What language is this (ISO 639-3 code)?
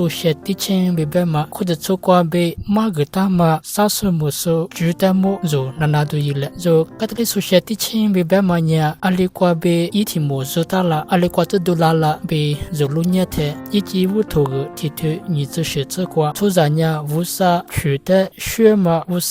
lis